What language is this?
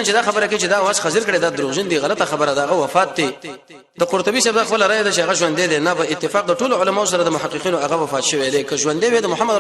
Pashto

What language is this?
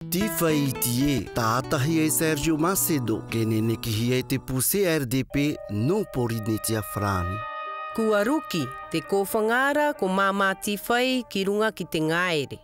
Māori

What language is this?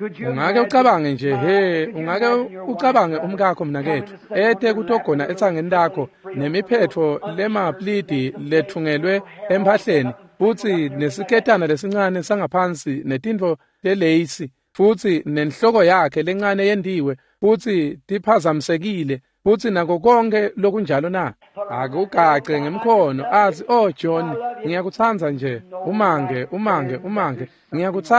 Swati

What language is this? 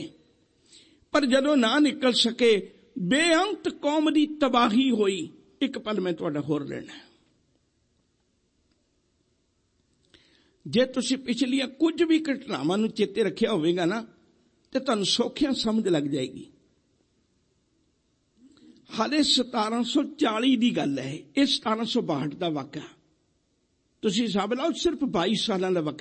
Punjabi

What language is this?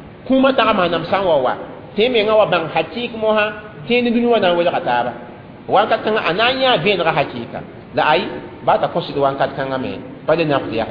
Mossi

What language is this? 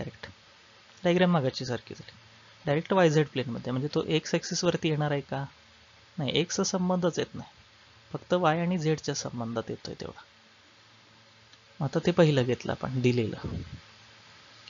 Marathi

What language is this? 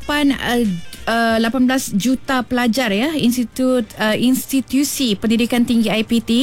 Malay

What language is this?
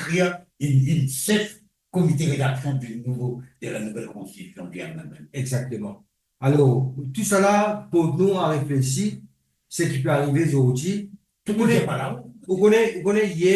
Morisyen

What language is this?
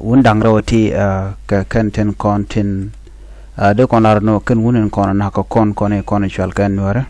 Nuer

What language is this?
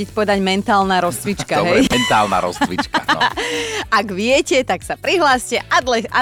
Slovak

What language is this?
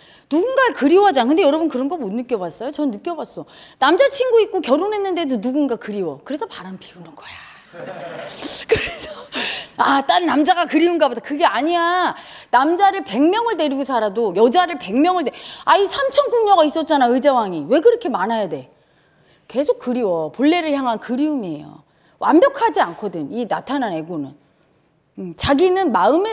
Korean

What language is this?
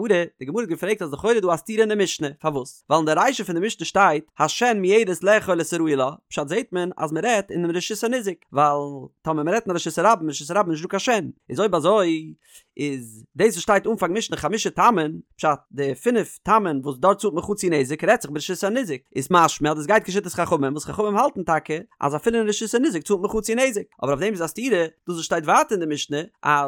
Yiddish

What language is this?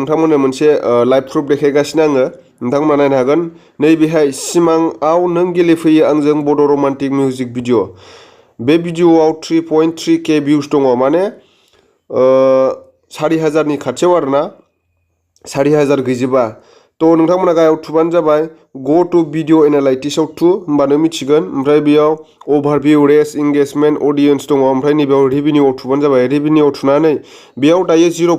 Bodo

